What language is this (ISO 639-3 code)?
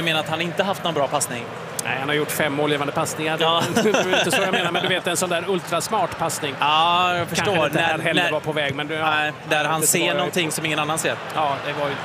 swe